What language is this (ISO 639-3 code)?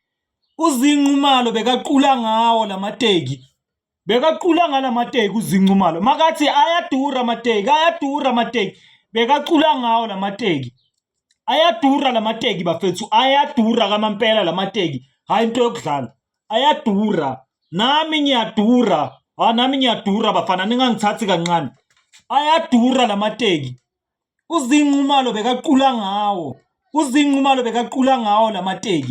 zul